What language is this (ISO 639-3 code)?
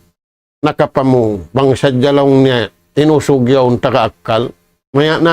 tsg